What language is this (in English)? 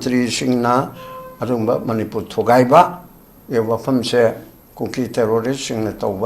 Manipuri